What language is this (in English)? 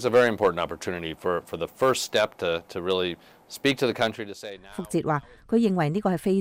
Cantonese